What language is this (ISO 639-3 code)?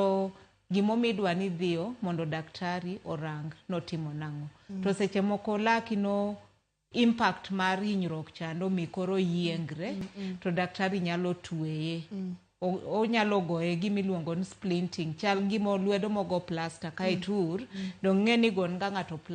luo